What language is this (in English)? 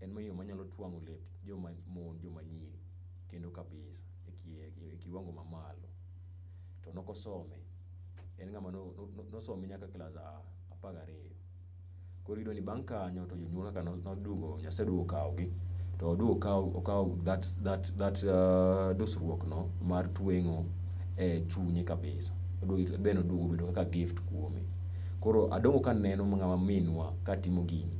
Luo (Kenya and Tanzania)